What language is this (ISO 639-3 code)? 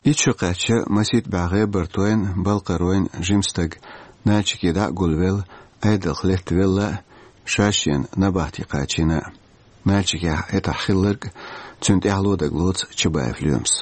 che